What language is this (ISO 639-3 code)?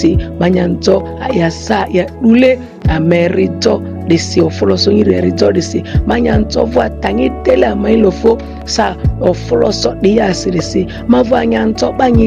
mhi